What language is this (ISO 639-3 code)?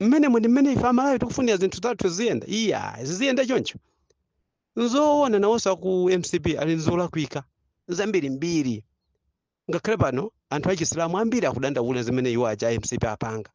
nya